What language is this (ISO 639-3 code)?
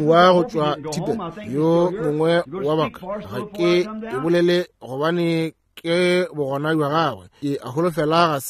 nso